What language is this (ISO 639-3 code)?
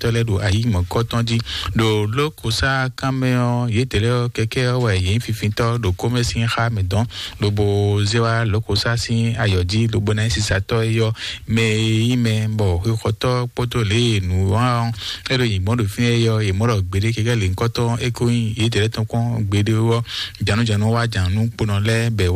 fon